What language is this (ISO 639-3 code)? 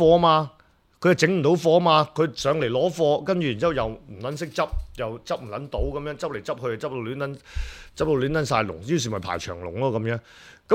yue